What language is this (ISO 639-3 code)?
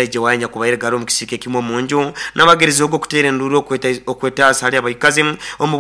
nyo